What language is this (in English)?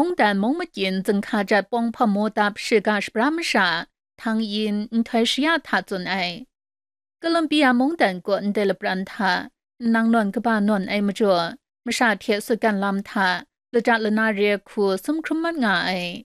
Kachin